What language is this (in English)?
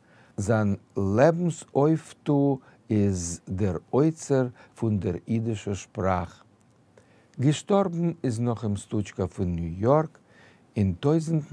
Yiddish